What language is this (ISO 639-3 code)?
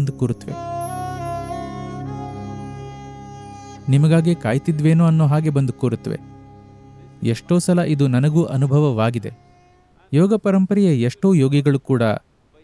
kan